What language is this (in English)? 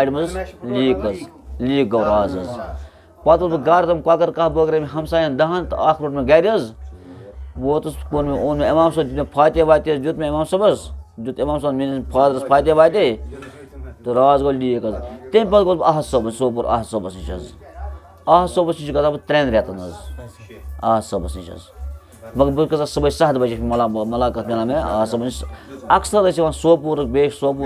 Kashmiri